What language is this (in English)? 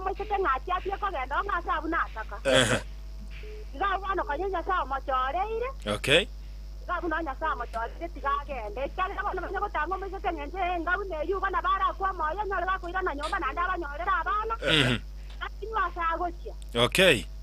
Gusii